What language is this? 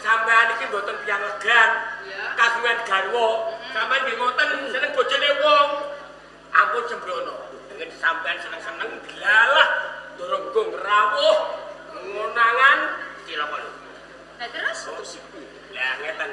Javanese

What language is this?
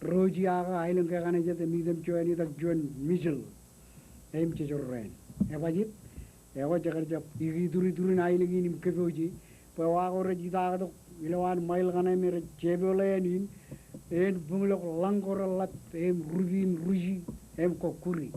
Marshallese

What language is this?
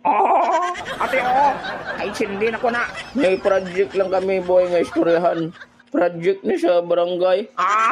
Hiligaynon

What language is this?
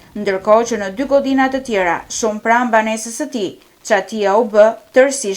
Albanian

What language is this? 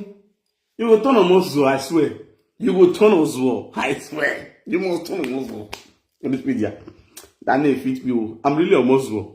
Nigerian Pidgin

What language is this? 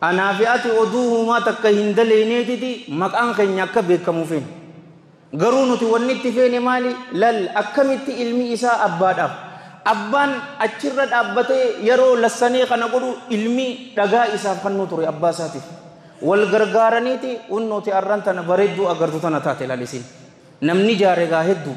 Oromo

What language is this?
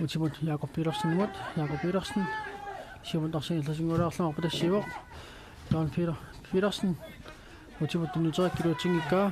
Kalaallisut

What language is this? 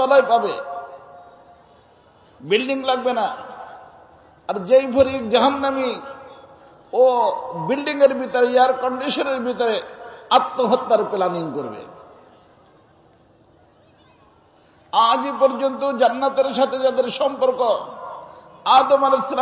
Bangla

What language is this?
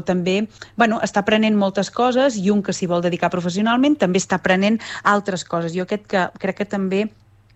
Catalan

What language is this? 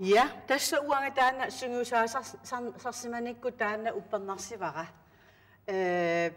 Kalaallisut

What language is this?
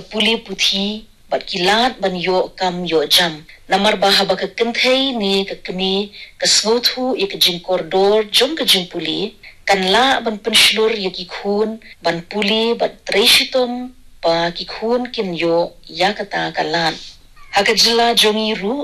Khasi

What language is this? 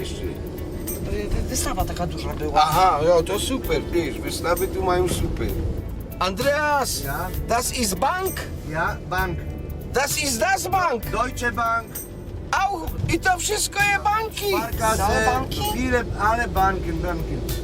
Silesian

